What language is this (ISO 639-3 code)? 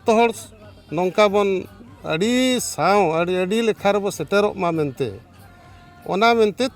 sat